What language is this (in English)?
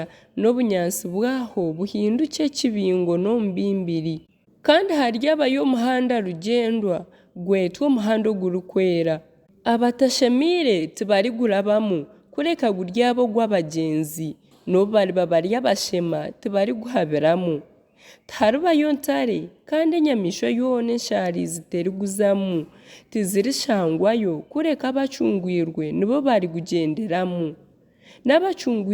Nyankole